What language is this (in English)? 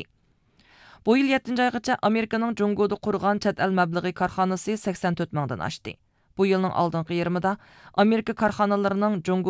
Uyghur